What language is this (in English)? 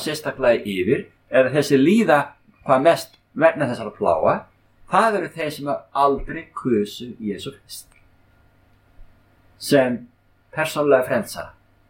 Icelandic